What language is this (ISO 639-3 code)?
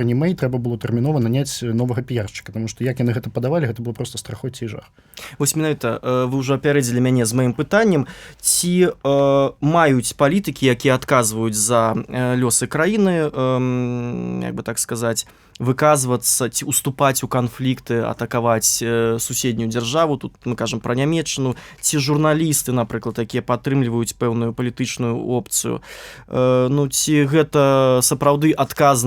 bel